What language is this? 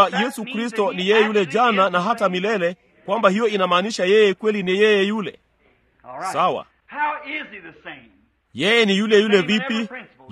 Swahili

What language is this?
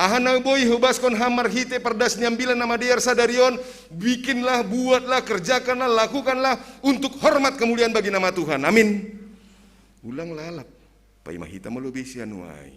Batak Simalungun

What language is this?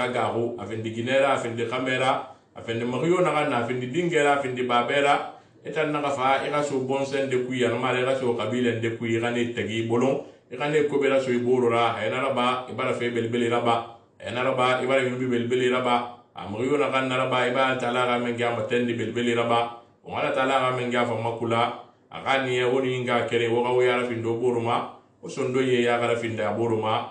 Susu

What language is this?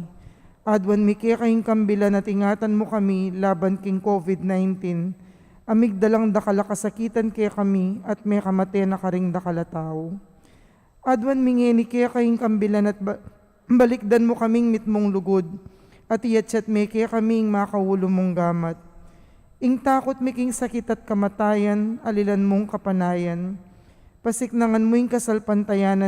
Pampanga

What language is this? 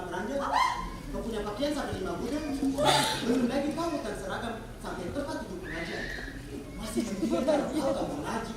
Betawi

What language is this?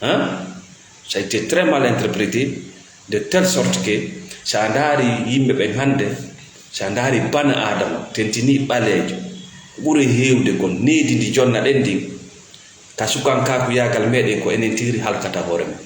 Fula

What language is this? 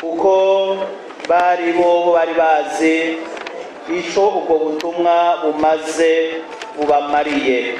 Rundi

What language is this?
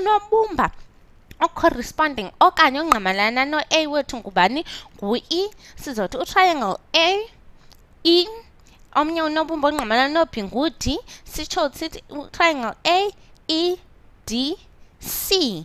Xhosa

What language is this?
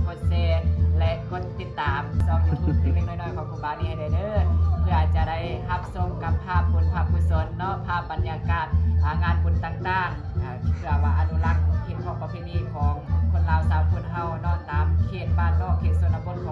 Lao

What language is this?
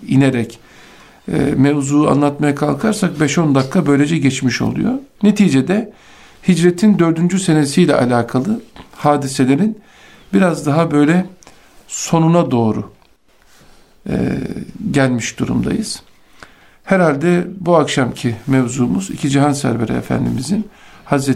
Turkish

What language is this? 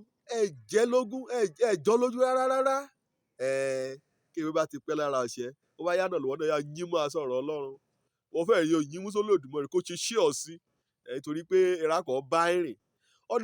Yoruba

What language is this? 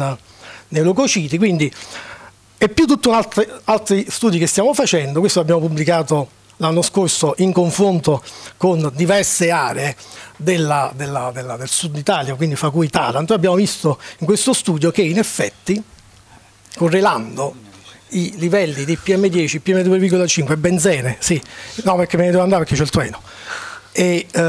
Italian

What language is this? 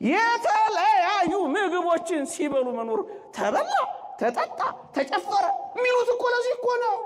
Amharic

